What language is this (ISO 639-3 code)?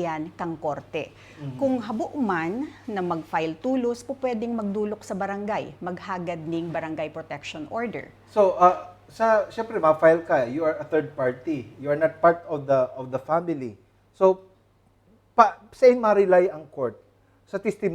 bik